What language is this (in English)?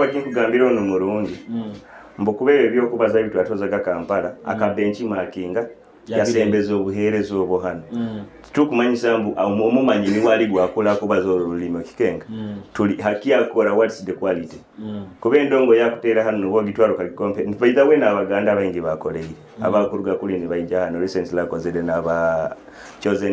Nyoro